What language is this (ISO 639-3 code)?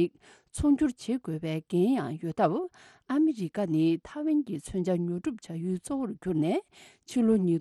bod